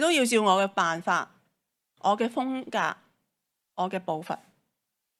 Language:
Cantonese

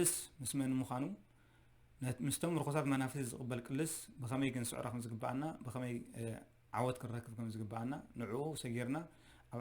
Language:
Tigrinya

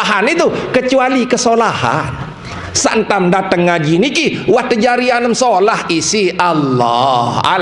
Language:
Sasak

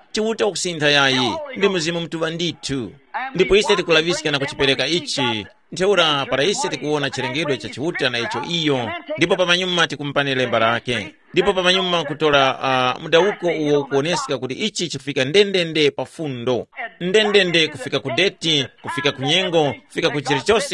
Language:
Tumbuka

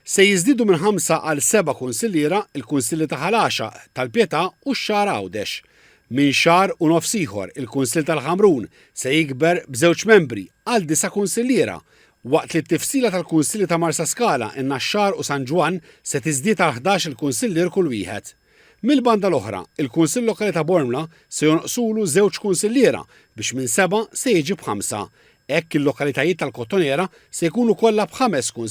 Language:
Maltese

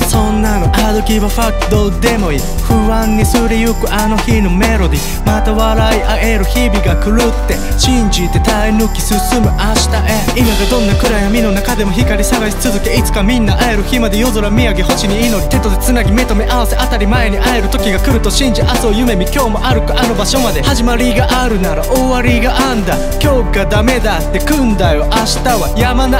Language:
Japanese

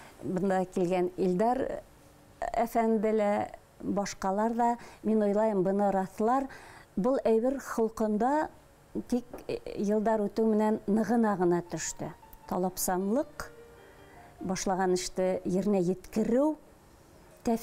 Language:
Bashkir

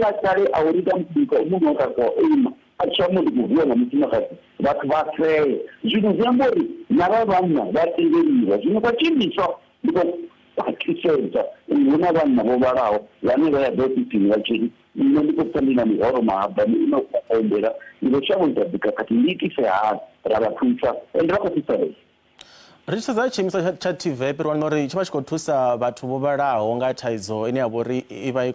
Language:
Venda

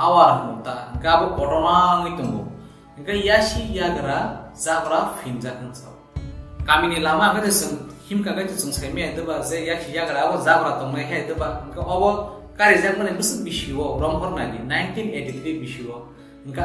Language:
Kok Borok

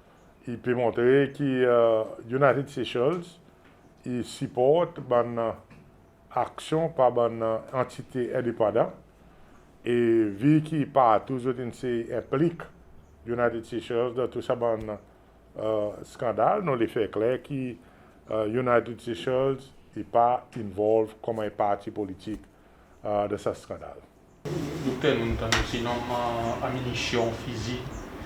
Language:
Seselwa Creole French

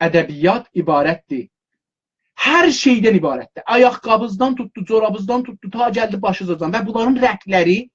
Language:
South Azerbaijani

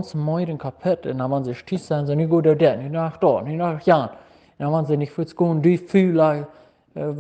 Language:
Plautdietsch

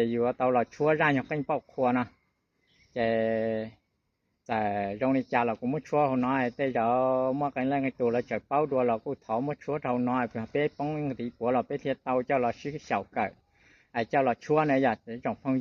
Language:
Hmong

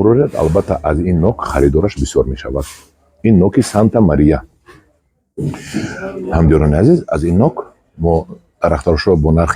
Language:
Tajik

